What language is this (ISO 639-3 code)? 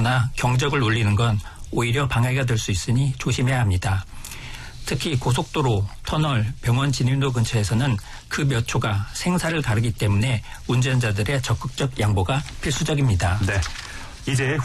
kor